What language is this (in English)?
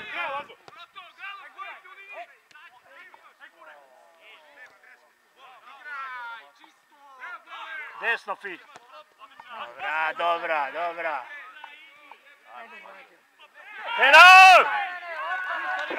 Serbian